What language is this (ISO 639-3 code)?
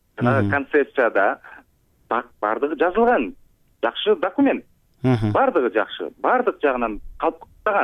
kir